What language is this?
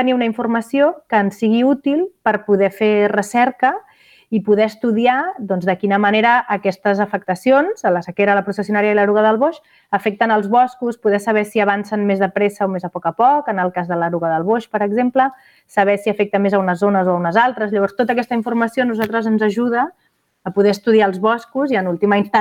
Catalan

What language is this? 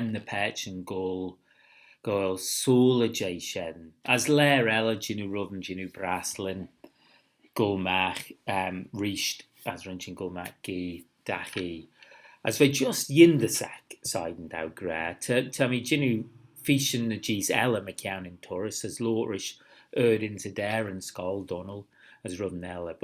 Manx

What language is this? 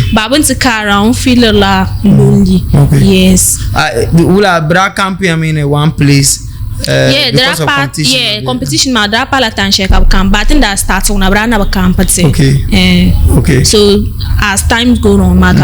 Dagbani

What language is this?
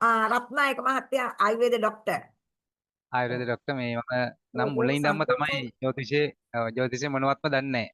Sinhala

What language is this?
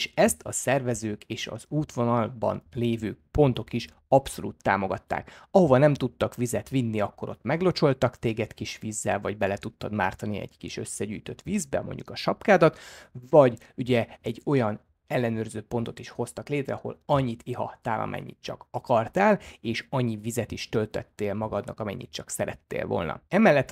Hungarian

